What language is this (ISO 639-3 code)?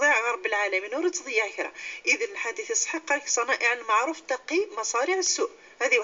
kab